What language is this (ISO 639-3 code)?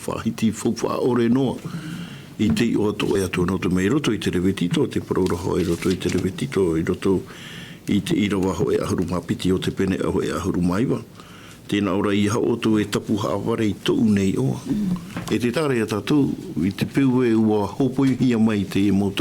tah